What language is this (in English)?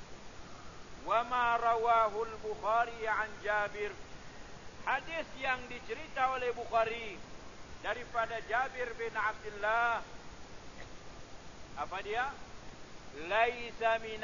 Malay